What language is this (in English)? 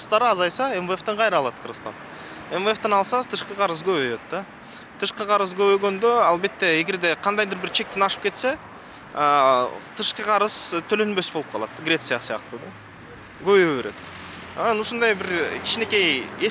Kyrgyz